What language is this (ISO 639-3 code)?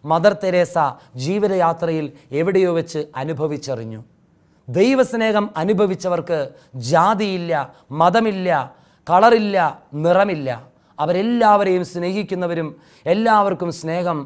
mal